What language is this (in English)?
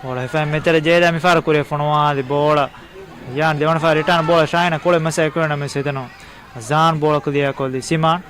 Divehi